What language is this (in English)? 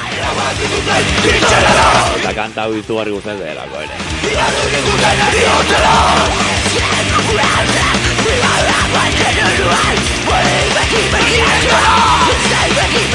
Basque